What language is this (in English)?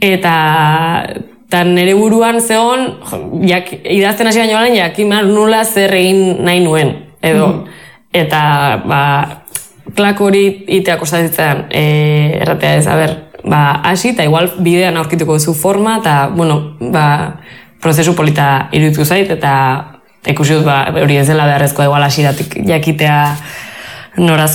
Basque